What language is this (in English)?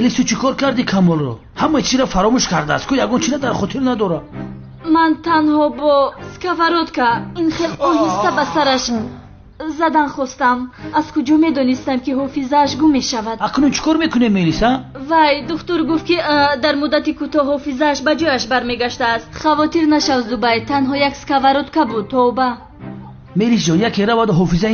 Tajik